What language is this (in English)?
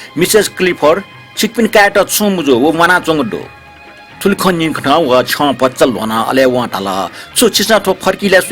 Newari